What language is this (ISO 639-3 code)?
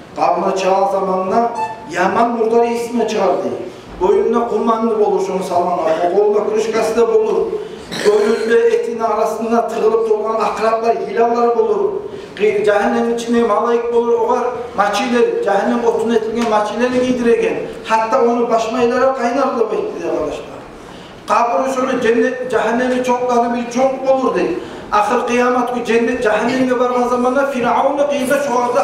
kum